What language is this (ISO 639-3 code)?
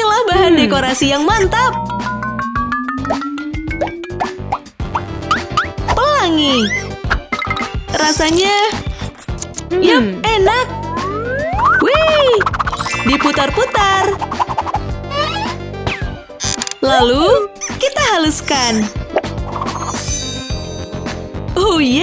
ind